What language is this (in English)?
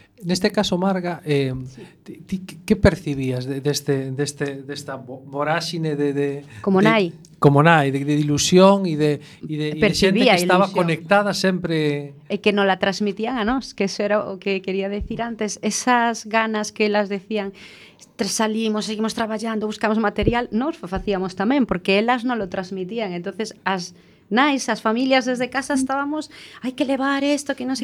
Galician